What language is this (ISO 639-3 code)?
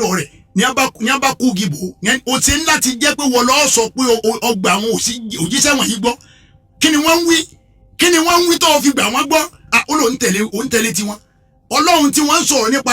yor